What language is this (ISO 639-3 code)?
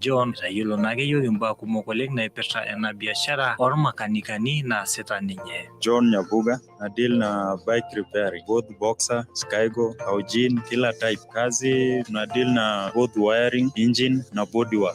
mas